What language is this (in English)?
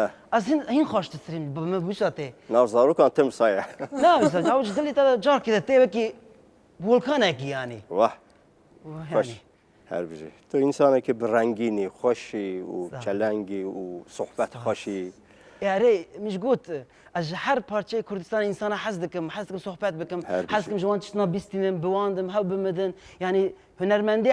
Kurdish